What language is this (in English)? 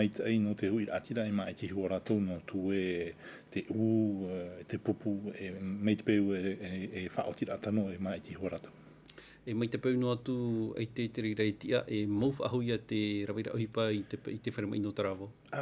Tahitian